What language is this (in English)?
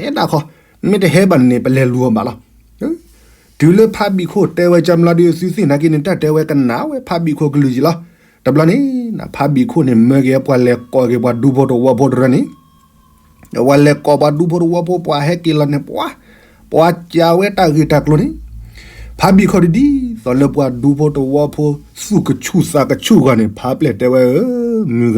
S'gaw Karen